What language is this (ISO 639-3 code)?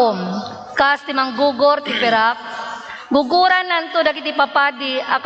ilo